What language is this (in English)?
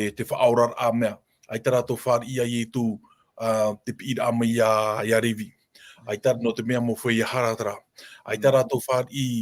Tahitian